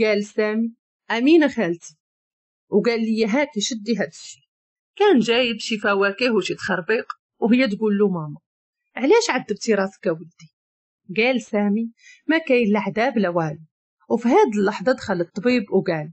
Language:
Moroccan Arabic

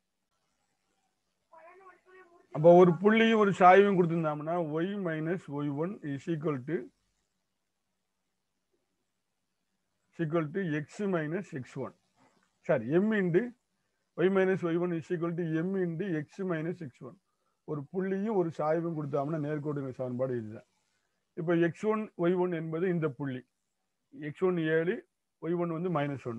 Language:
Tamil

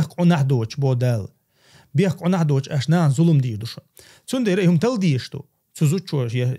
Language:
Chechen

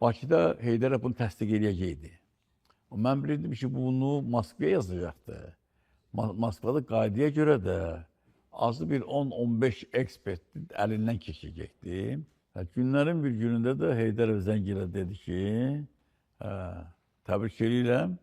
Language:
Azerbaijani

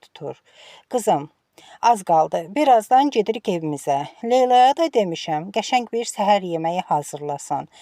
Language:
Azerbaijani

